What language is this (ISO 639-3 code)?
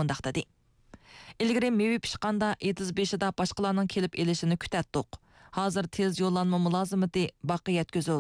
uig